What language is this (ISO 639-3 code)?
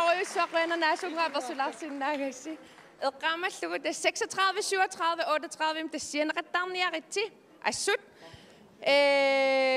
kal